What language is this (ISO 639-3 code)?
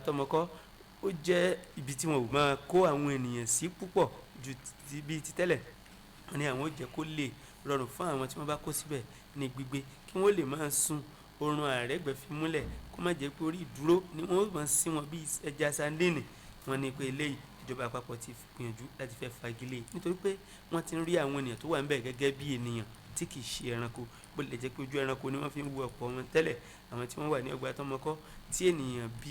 yor